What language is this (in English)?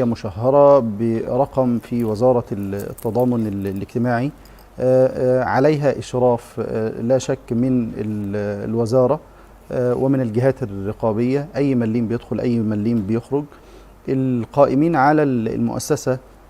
Egyptian Arabic